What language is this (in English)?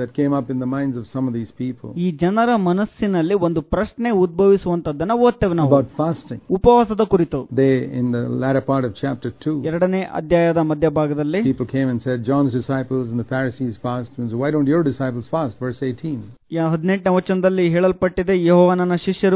Kannada